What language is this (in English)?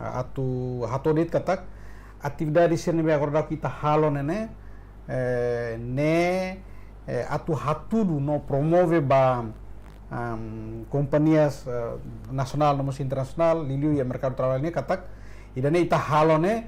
Tetum